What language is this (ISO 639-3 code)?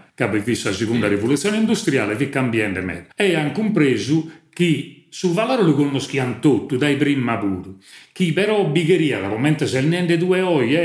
srd